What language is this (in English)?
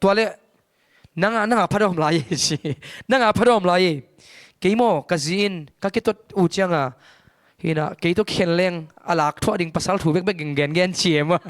Tedim Chin